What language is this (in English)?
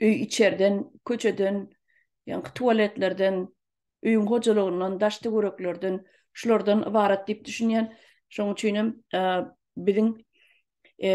Turkmen